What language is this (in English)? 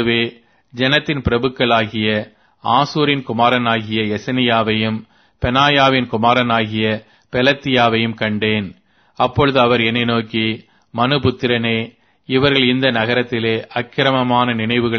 Tamil